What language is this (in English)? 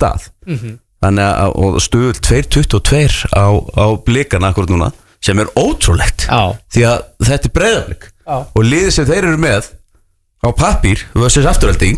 Icelandic